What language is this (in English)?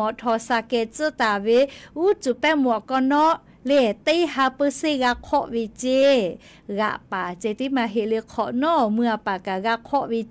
Lahu